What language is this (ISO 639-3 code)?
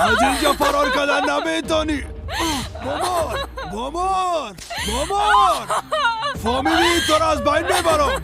fas